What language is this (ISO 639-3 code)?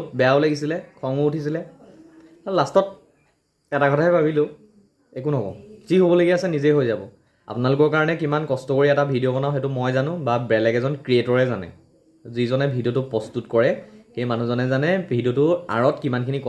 asm